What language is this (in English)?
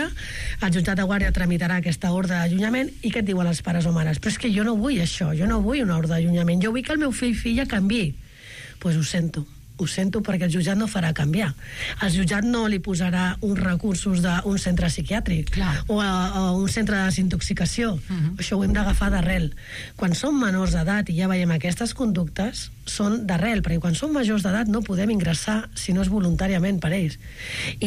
Catalan